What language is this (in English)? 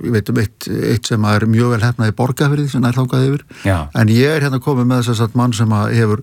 Icelandic